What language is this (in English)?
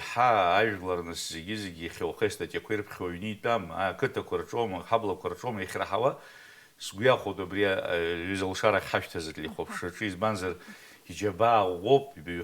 Abkhazian